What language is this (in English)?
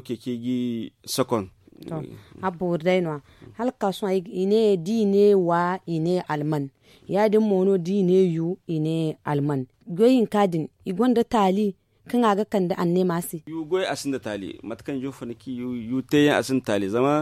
Zarma